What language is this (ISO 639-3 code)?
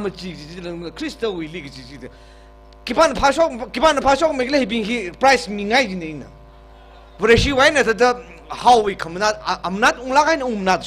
nmf